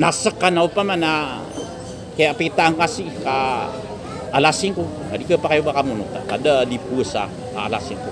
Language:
Maranao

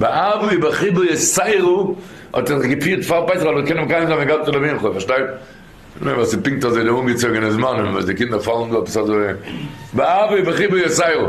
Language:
Yiddish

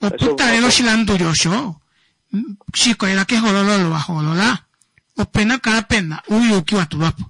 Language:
Kuanyama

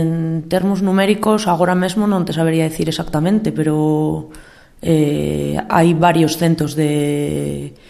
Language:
Galician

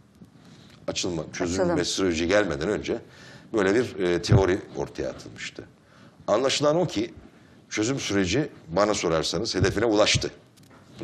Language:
Turkish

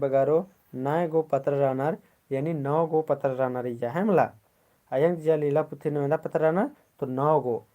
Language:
Kurukh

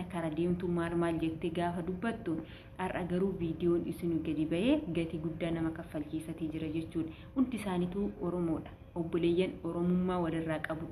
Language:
Oromo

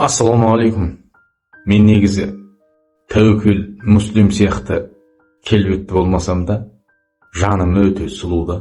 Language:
Kazakh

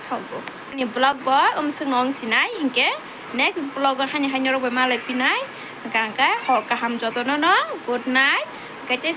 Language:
Kok Borok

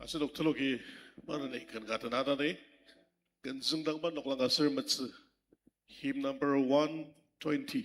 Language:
Ao Naga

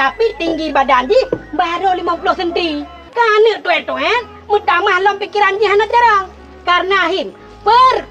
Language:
Achinese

